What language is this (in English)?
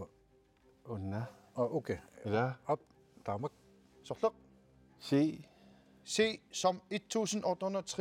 Kalaallisut